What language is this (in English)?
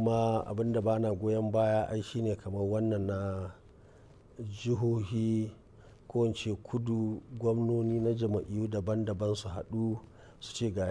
Hausa